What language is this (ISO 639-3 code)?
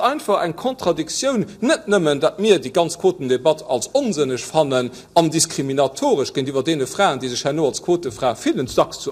ltz